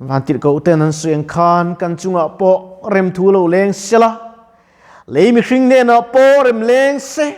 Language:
Mizo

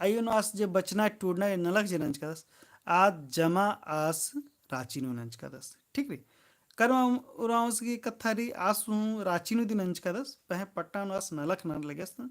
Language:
Kurukh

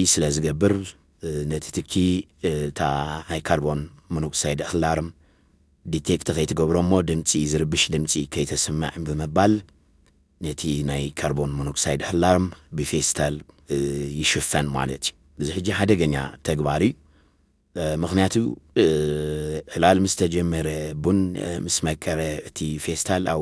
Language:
Tigrinya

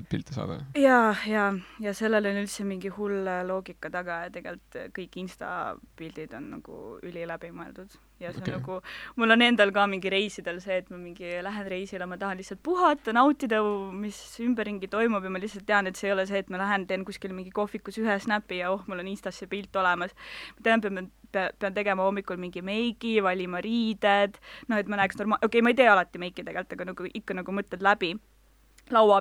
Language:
Estonian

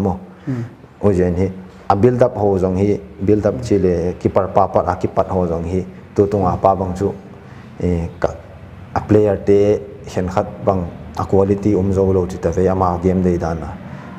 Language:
Paite Chin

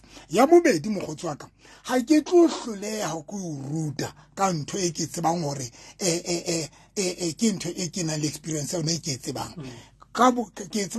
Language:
Southern Sotho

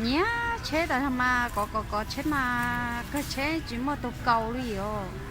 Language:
Hmong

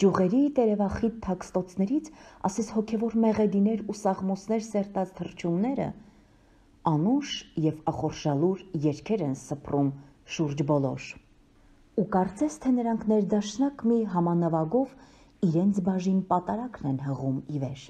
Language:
Armenian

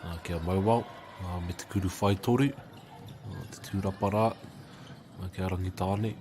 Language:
Māori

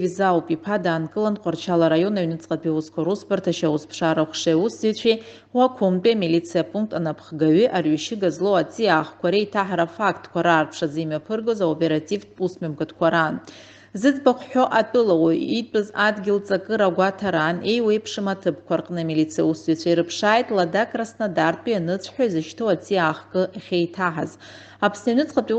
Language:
Abkhazian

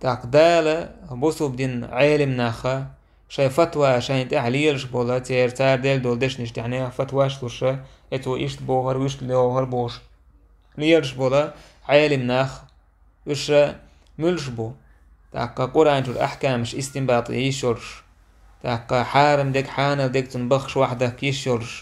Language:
Chechen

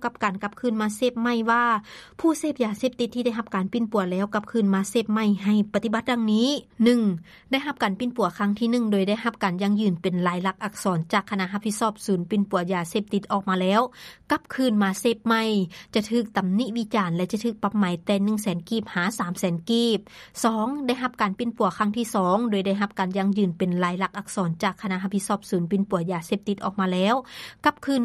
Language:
Lao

